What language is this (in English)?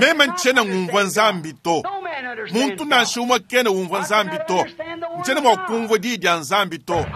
Luba-Lulua